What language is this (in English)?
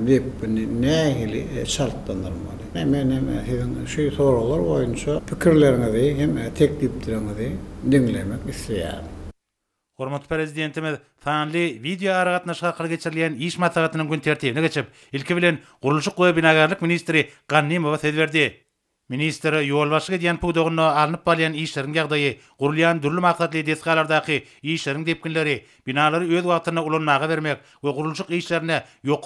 Turkmen